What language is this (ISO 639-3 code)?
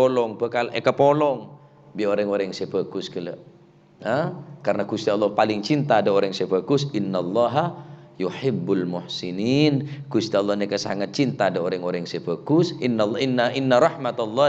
mad